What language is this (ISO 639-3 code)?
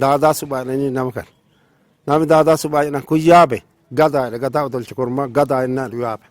orm